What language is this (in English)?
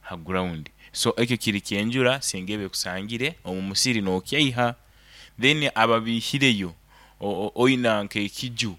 Nyankole